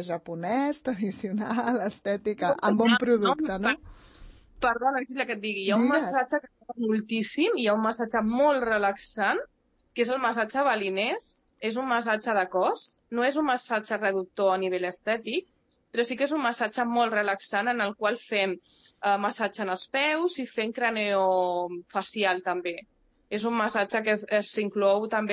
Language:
Catalan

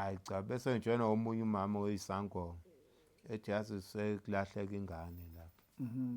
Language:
Zulu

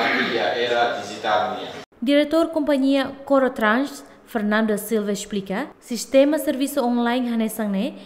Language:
Tetum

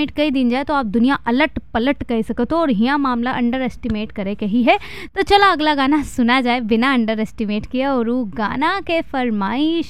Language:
Bhojpuri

